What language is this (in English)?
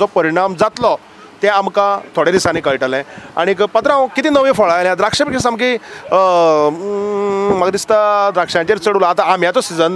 Konkani